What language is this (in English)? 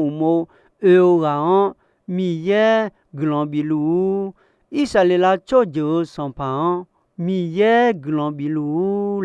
Akha